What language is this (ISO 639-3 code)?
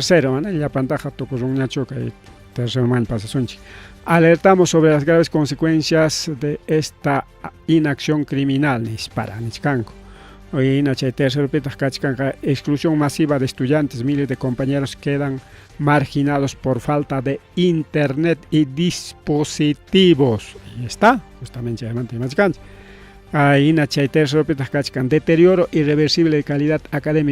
quy